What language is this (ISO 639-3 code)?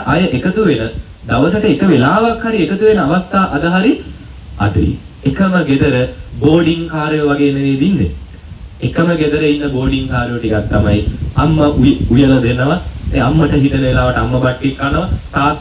sin